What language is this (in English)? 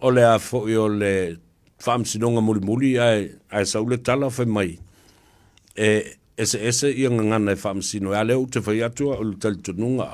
Samoan